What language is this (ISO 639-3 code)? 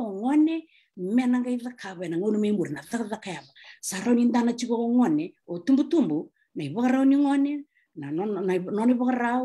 fij